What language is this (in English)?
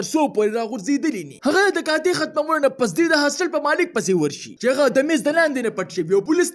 Pashto